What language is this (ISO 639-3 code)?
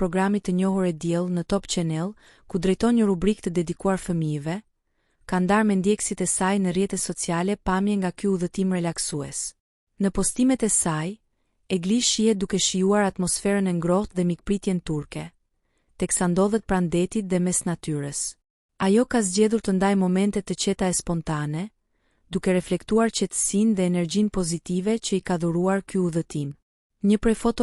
sqi